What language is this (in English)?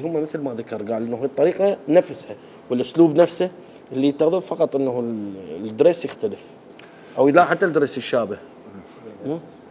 Mesopotamian Arabic